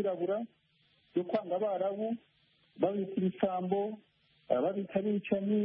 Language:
Kinyarwanda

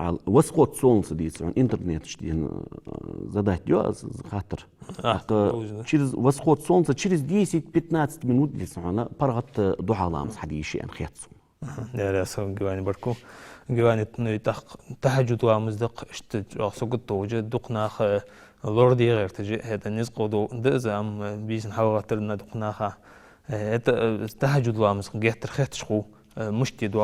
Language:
Ingush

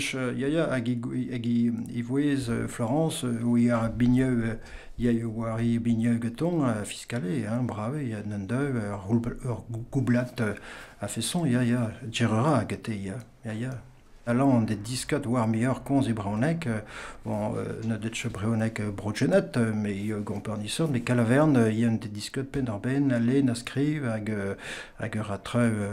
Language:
Breton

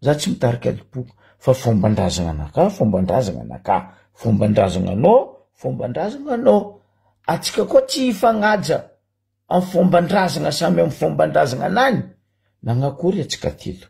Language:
Malagasy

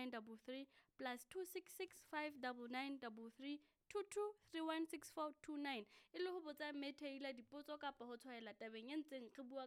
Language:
Southern Sotho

